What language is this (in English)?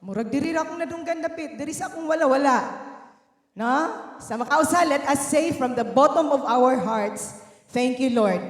Cebuano